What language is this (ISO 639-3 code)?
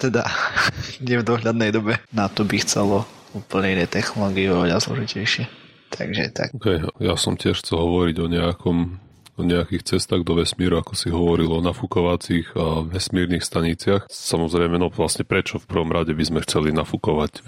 slk